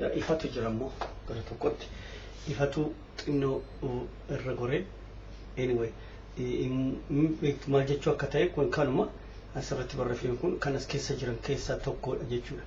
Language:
Oromo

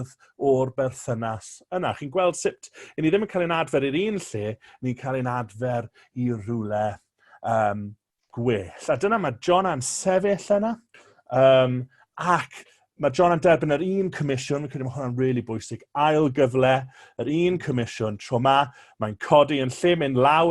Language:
Welsh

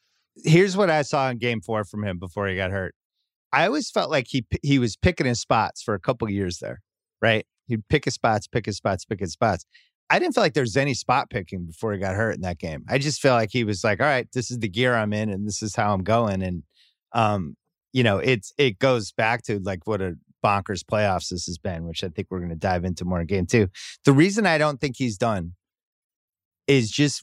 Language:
English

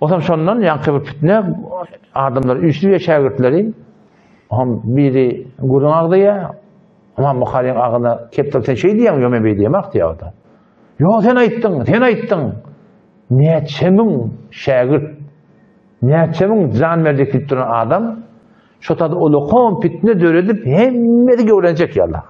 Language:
Turkmen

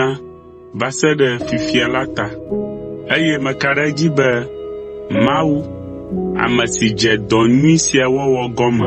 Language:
Ewe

